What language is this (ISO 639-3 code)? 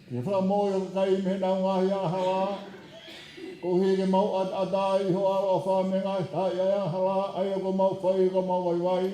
ton